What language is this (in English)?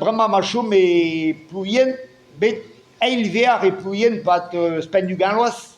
Breton